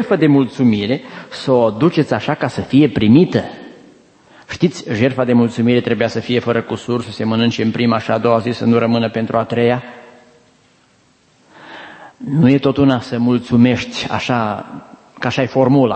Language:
Romanian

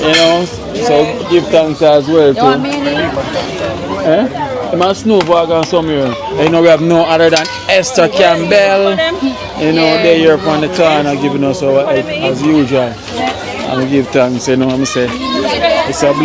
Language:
Jamaican Creole English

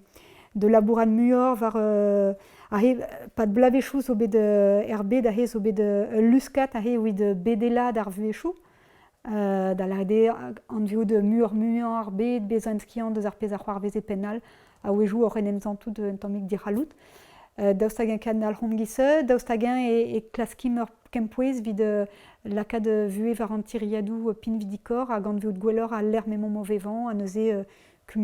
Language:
Breton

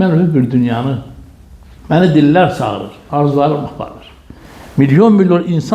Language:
Azerbaijani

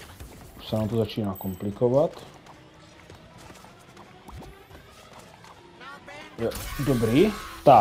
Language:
Czech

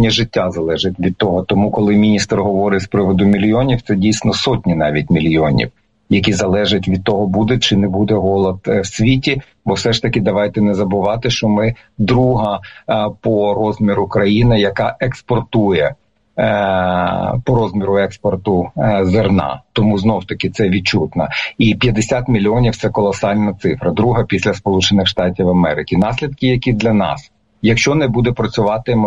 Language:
Ukrainian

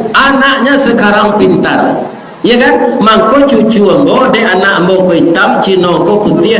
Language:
Minangkabau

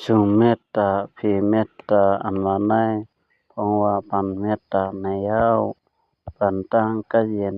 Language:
Shan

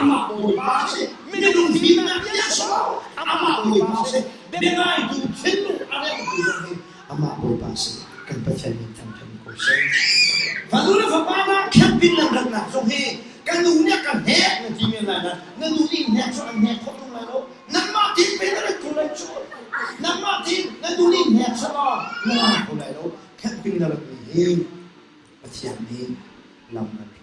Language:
Hakha Chin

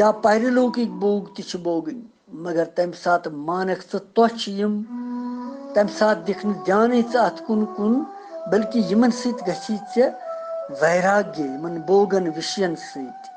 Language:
Kashmiri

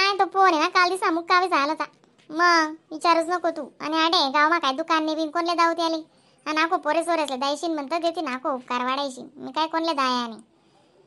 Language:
Khandesi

